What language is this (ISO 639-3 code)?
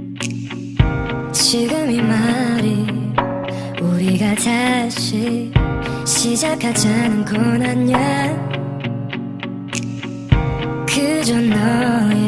kor